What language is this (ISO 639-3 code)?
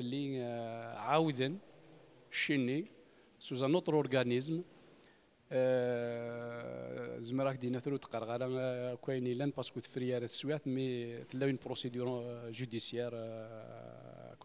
kab